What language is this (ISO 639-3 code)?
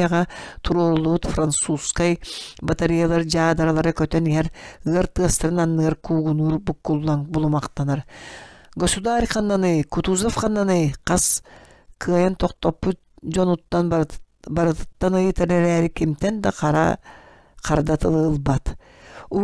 sah